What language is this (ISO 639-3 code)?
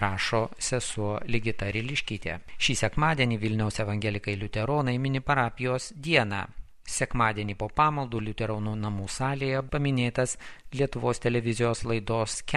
lit